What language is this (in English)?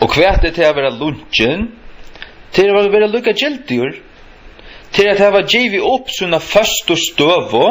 Faroese